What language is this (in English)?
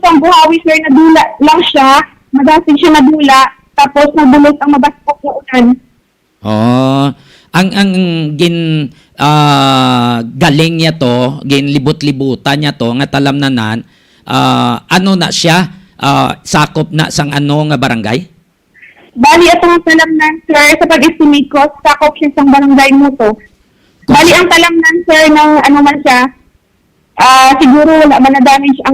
Hiligaynon